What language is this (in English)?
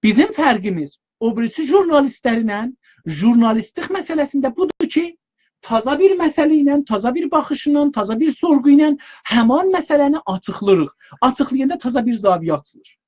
South Azerbaijani